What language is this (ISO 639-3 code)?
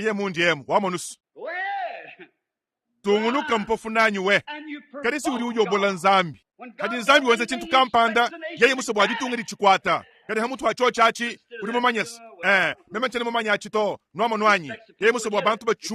lua